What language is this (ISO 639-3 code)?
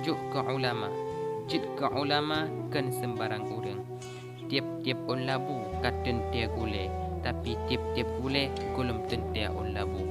ace